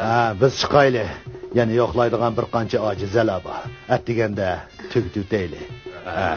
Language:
Uyghur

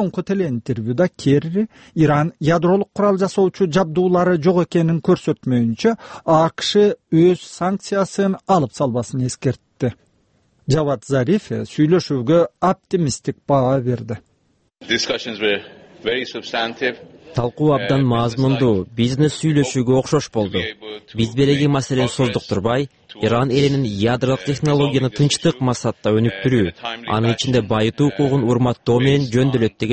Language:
Kyrgyz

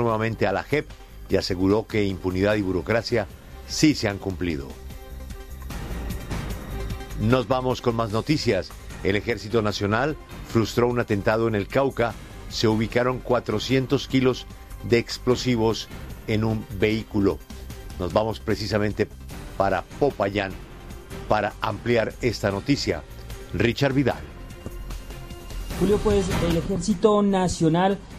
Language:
Spanish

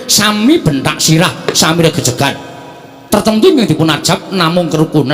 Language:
Javanese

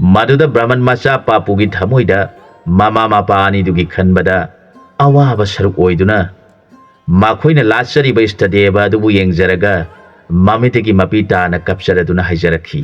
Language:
Manipuri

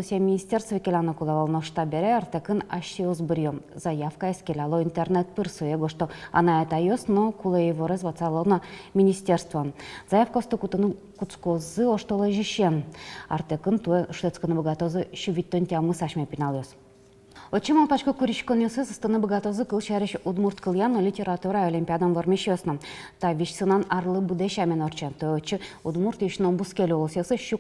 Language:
Udmurt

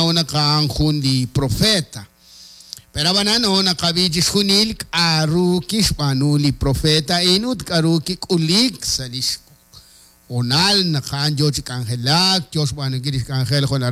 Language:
Kekchí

